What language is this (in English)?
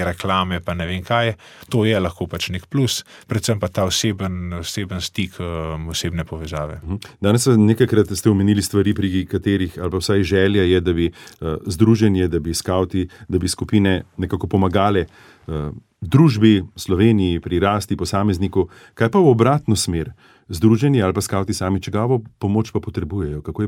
Slovenian